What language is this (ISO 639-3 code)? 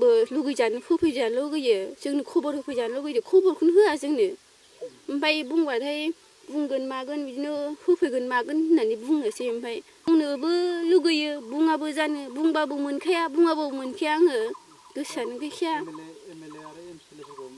brx